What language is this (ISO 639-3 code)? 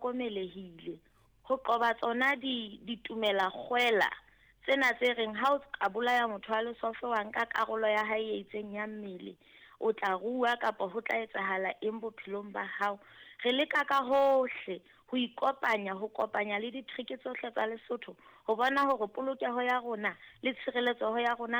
sot